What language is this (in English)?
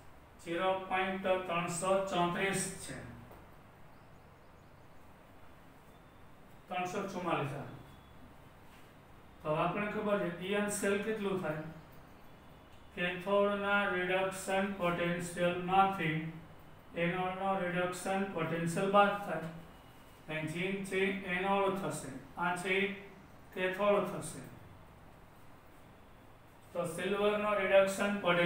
Gujarati